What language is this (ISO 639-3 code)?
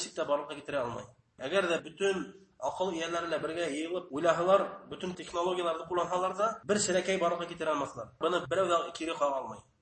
bak